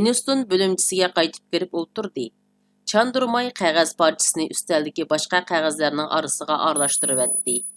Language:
Uyghur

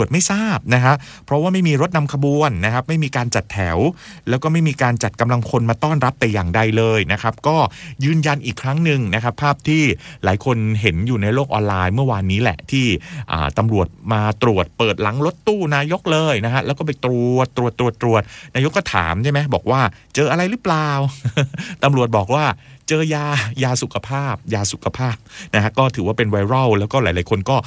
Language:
Thai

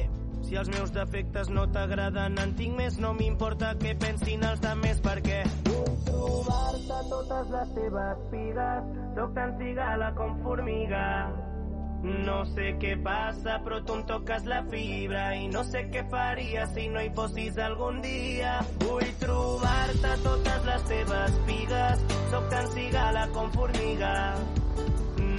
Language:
Catalan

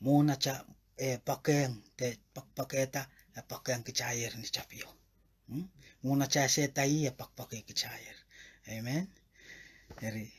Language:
Pohnpeian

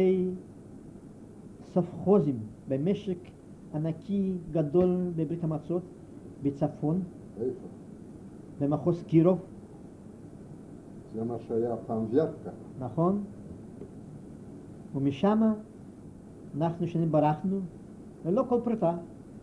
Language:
Hebrew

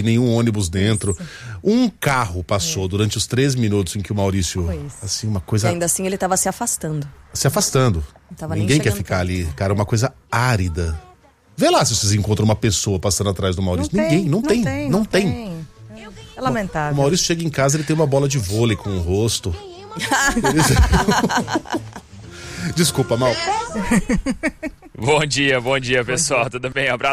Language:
Portuguese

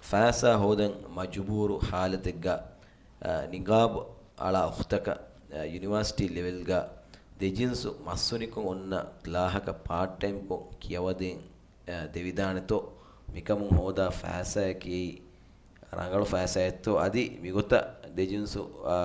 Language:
Divehi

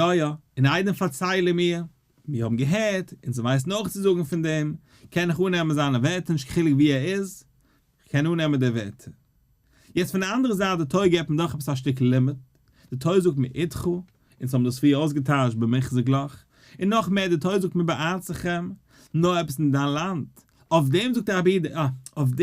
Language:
Yiddish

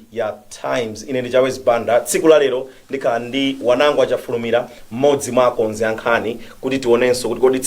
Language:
Nyanja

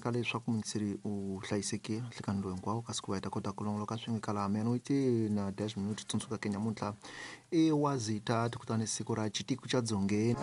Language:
Tsonga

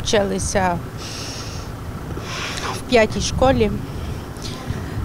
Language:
Ukrainian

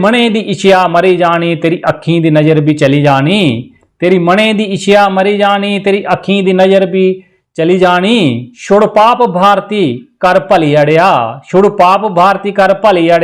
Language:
Dogri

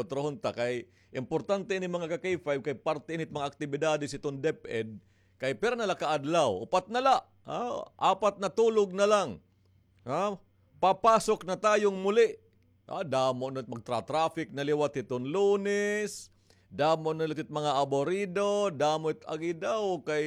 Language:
Waray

